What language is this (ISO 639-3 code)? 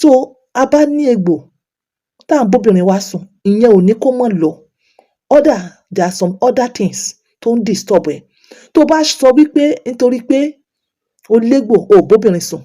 yor